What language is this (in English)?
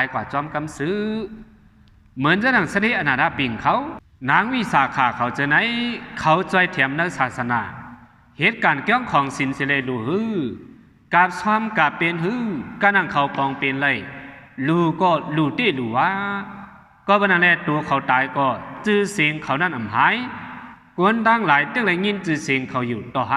Shan